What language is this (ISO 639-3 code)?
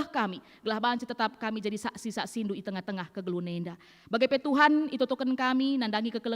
btx